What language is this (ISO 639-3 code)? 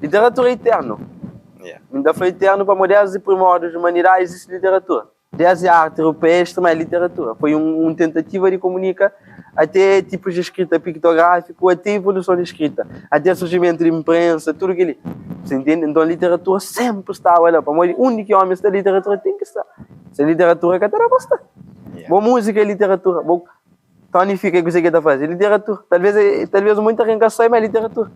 kea